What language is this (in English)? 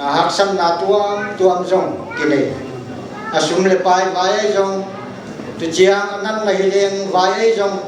Paite Chin